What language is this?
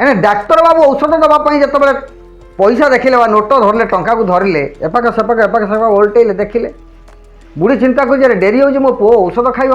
Odia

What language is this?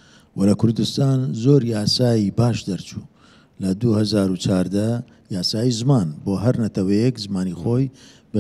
Central Kurdish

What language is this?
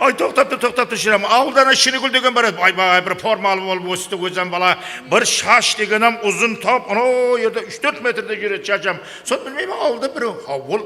Kara-Kalpak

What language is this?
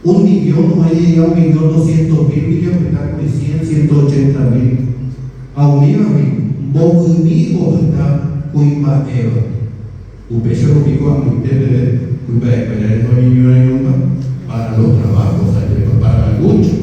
Guarani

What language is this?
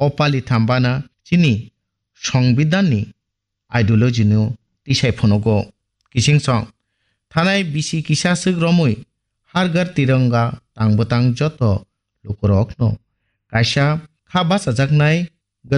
Kok Borok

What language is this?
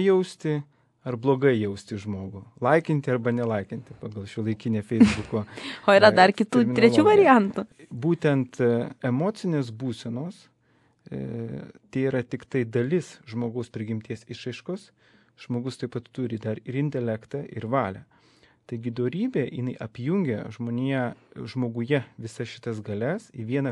Lithuanian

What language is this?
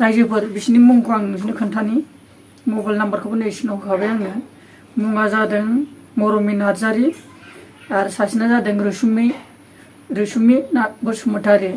Bodo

